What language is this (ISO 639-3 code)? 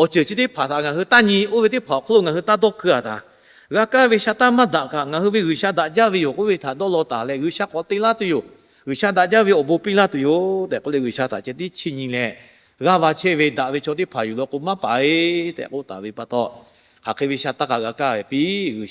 lhu